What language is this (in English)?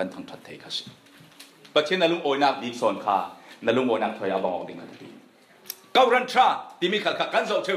Falam Chin